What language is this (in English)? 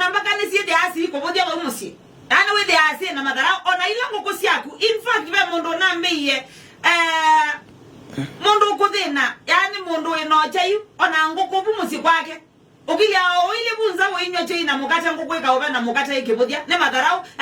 Kamba